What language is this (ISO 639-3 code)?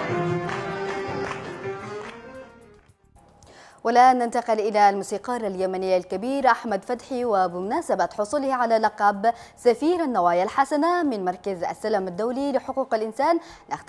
ara